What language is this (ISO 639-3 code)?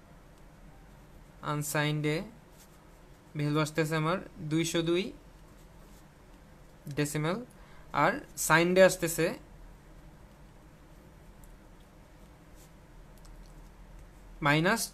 ben